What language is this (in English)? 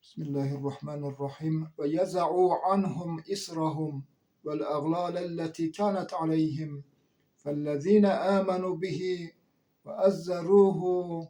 Zaza